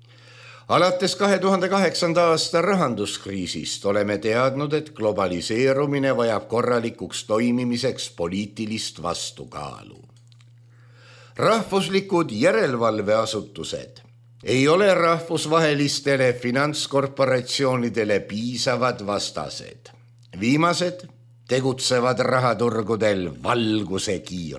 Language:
Estonian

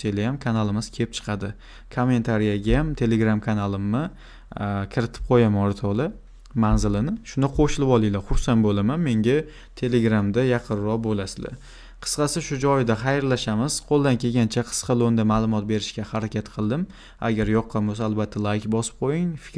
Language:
Uzbek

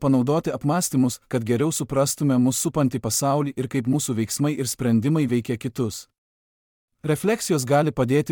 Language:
Lithuanian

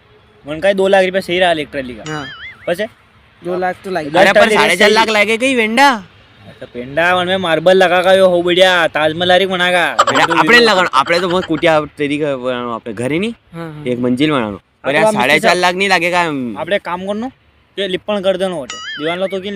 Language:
Rajasthani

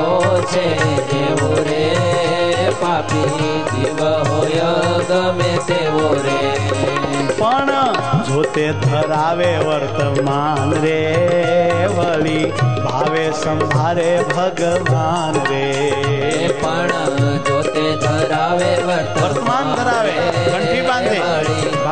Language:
Gujarati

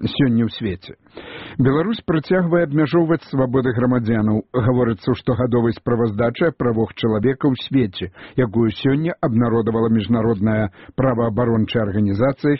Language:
Belarusian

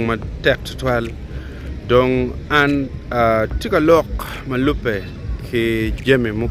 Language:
Acoli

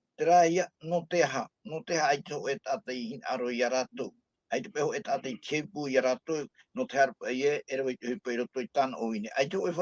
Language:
Tahitian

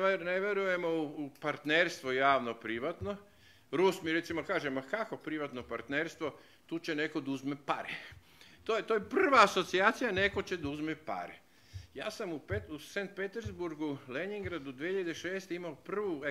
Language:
Serbian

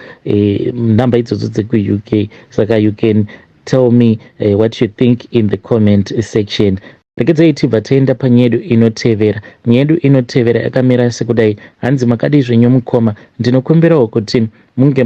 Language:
Shona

